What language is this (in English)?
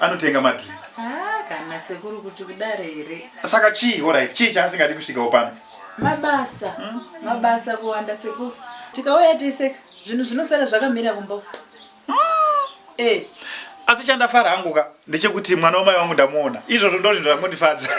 Shona